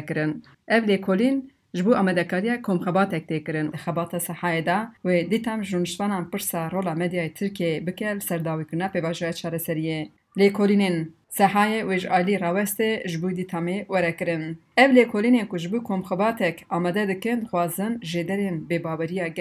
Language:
Kurdish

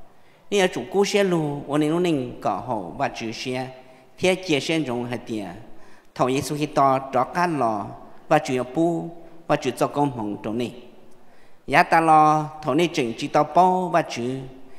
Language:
Vietnamese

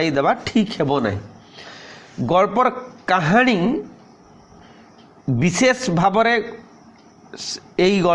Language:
Odia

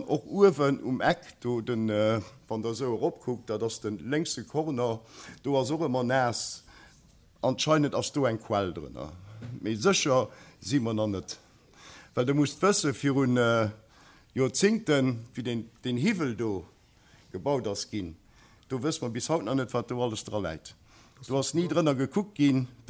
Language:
Luxembourgish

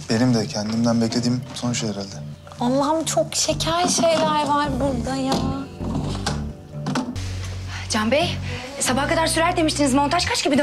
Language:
Turkish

